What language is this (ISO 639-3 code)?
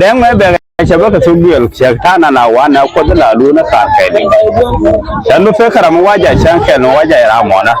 nus